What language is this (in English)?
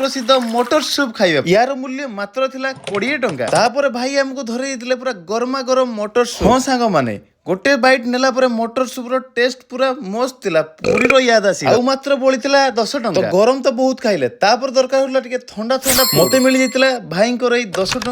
Odia